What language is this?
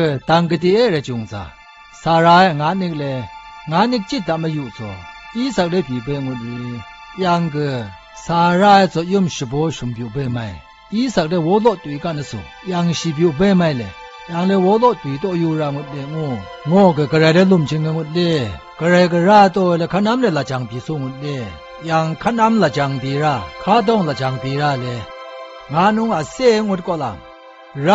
Zaiwa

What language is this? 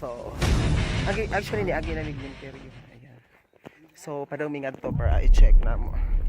Cebuano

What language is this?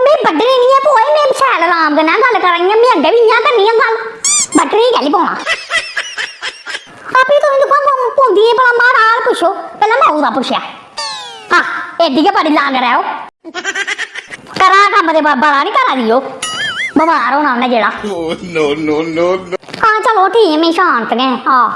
Dogri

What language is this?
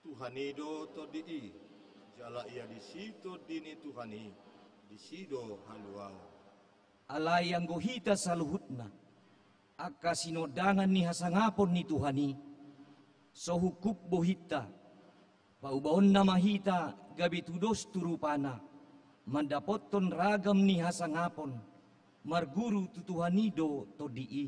Batak Toba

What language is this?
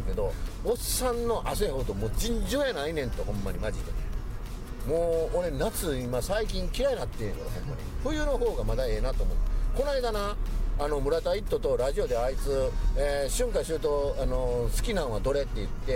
Japanese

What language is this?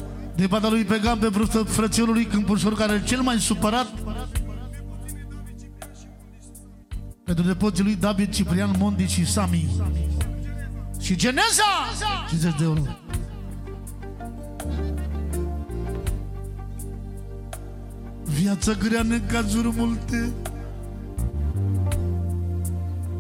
Romanian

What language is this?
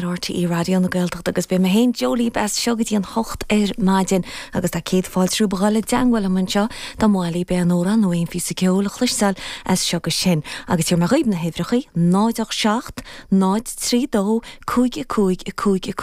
Irish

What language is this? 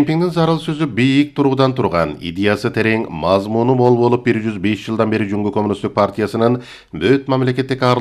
Kyrgyz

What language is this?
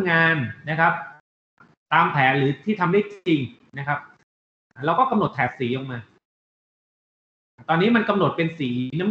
Thai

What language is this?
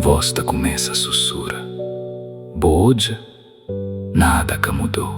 Kabuverdianu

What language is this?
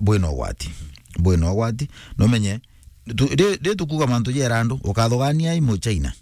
Meru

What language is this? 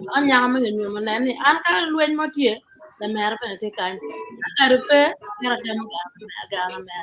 Acoli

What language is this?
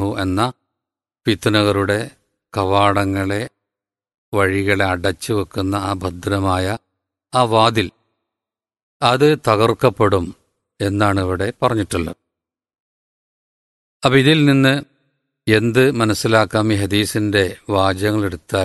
Malayalam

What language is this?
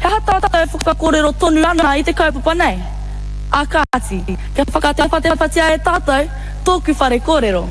Māori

